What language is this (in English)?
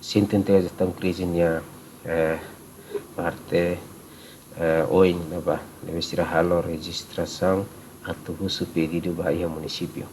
Tetum